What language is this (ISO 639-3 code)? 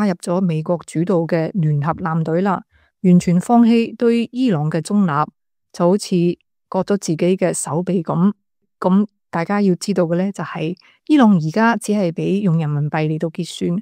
yue